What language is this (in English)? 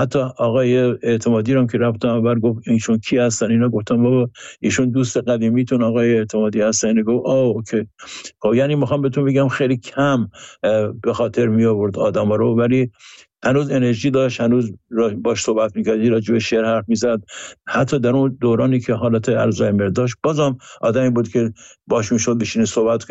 Persian